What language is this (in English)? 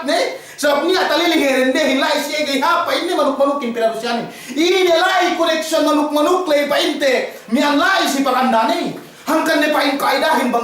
Yakan